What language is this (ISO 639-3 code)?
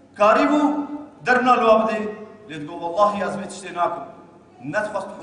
kur